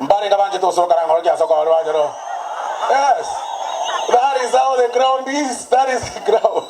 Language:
Gusii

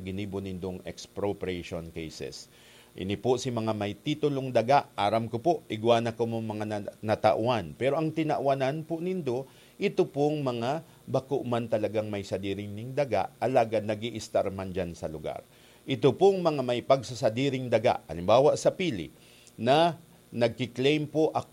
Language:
Bikol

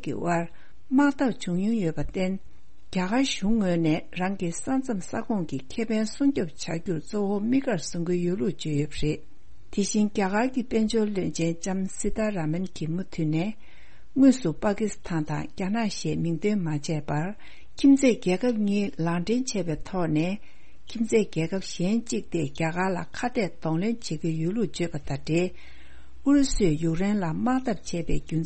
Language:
Tibetan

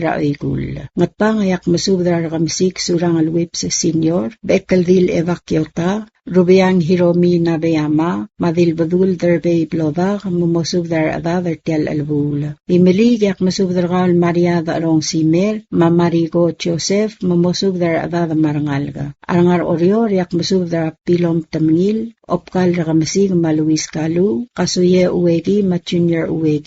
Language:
Palauan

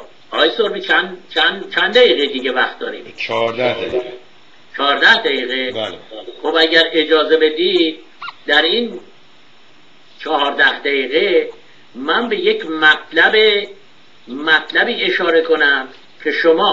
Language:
Persian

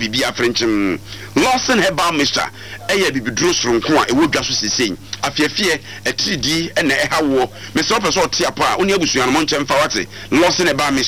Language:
Akan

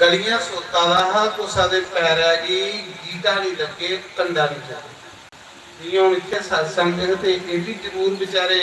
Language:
Dogri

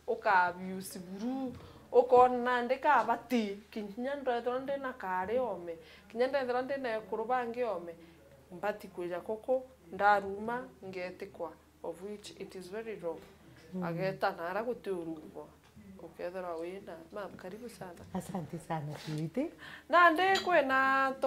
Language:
Meru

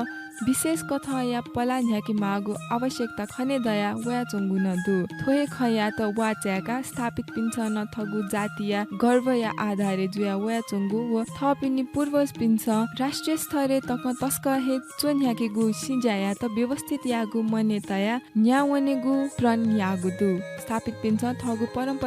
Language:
Newari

